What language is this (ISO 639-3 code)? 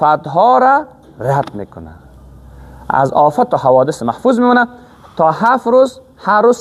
fas